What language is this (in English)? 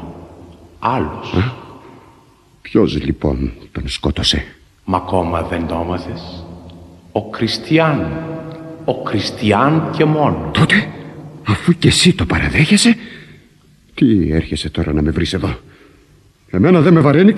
Greek